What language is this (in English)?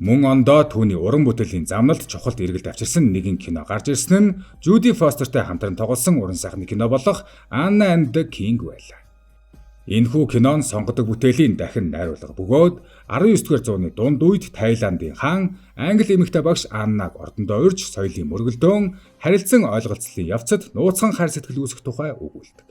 Mongolian